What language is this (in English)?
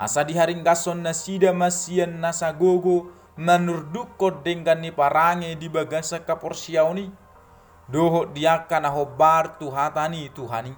Batak Toba